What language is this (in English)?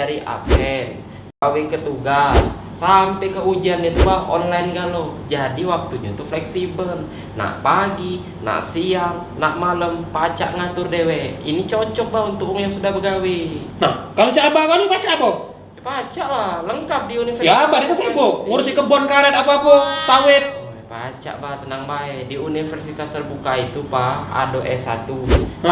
Musi